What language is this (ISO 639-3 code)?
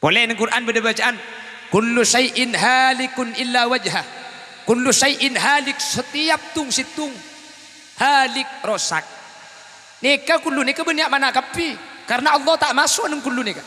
mad